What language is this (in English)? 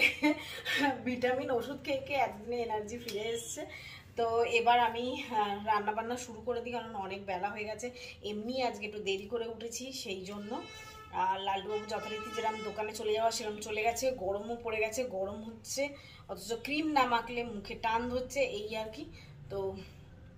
Bangla